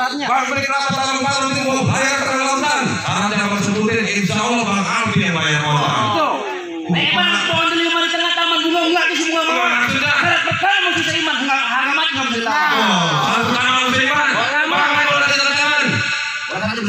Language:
Betawi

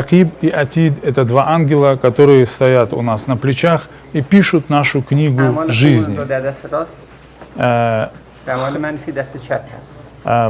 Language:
Tatar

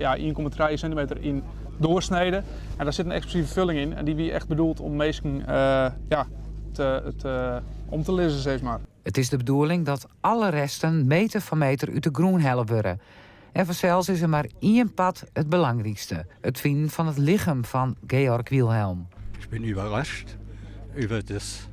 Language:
Western Frisian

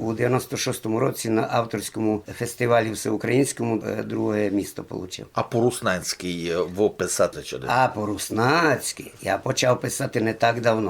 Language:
Rusyn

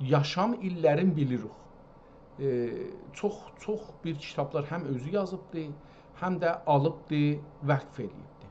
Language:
South Azerbaijani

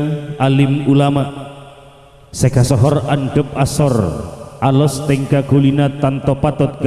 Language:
Madurese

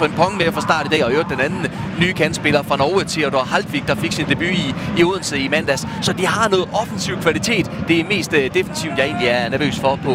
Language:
Danish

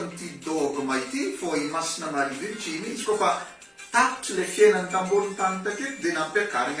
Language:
Malagasy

